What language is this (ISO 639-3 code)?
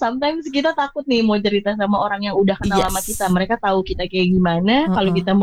ind